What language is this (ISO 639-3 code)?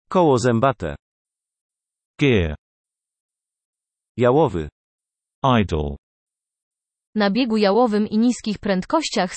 pol